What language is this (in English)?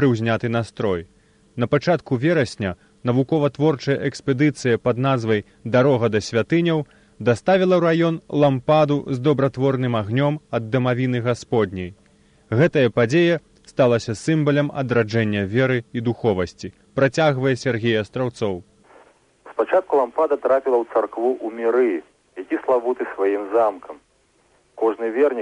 Belarusian